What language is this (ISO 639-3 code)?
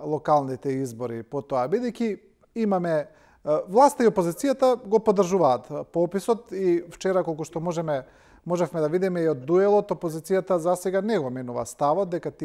mkd